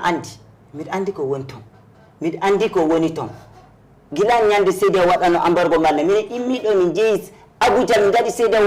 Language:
Fula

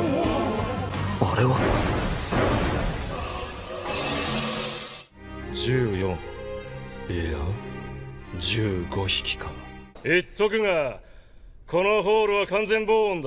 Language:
Japanese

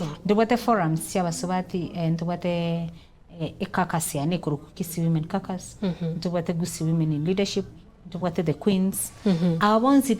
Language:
Gusii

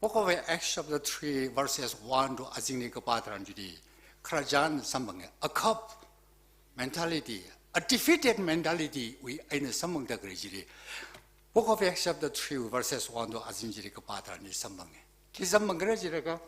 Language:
Tangkhul Naga (India)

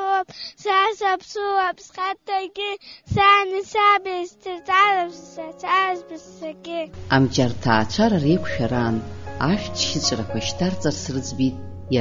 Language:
Abkhazian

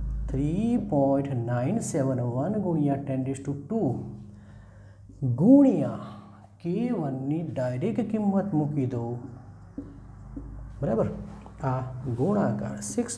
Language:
Gujarati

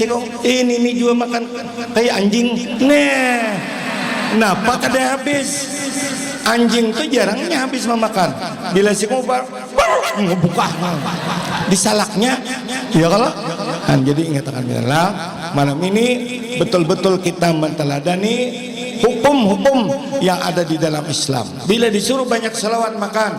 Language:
Banjar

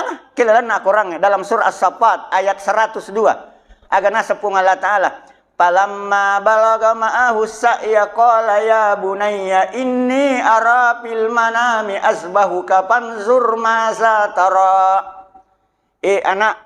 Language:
Buginese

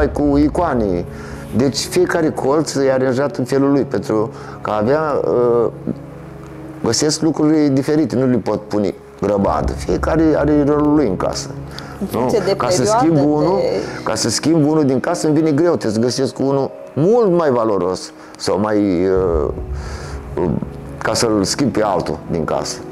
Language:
Romanian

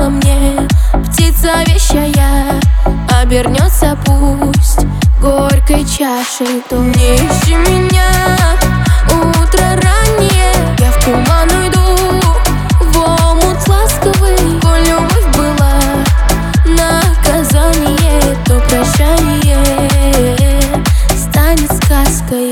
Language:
Russian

